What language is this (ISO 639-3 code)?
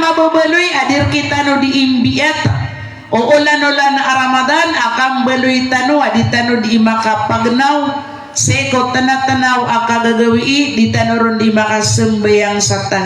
mrw